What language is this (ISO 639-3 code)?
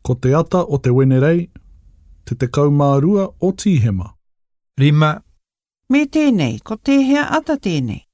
mri